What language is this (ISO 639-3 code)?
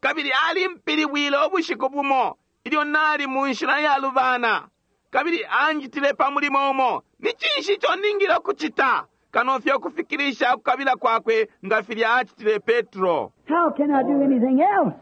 bem